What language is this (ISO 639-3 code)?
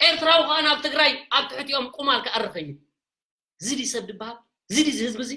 tir